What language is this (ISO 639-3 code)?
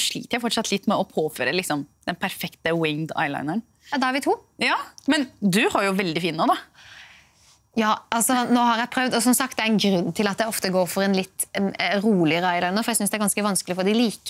nor